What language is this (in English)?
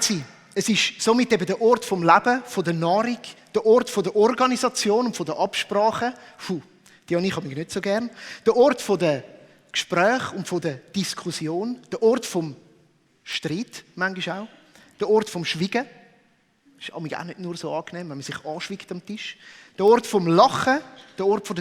Swiss German